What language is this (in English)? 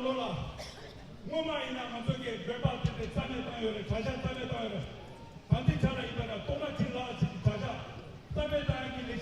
Tibetan